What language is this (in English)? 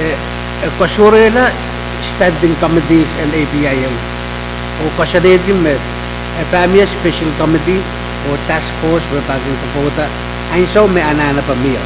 Pohnpeian